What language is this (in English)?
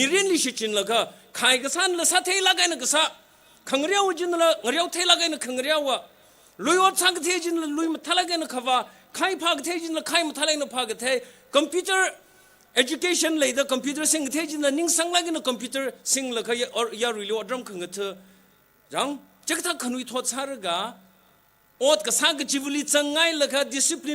Tangkhul Naga (India)